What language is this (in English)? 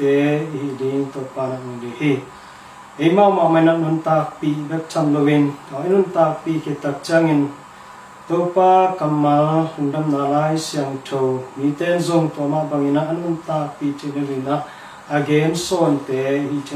Tedim Chin